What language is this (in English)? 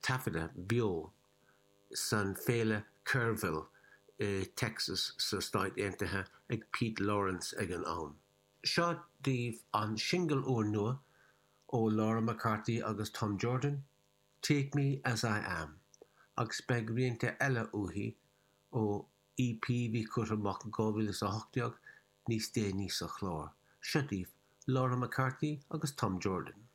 Irish